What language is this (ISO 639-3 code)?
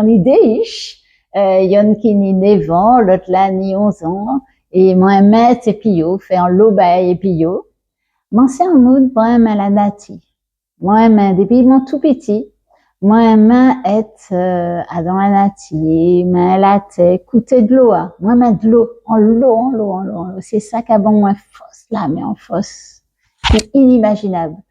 gcf